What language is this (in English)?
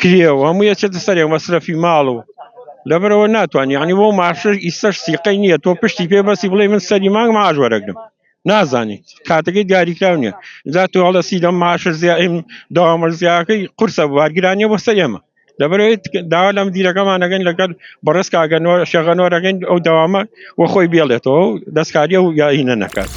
Central Kurdish